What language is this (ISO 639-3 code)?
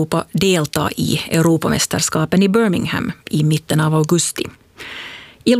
swe